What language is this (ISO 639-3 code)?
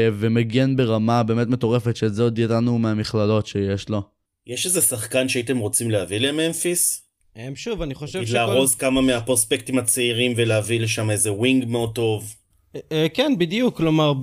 heb